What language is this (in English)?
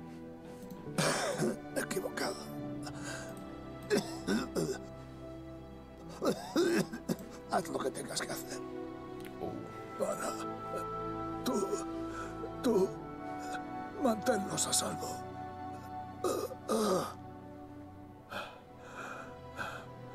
Spanish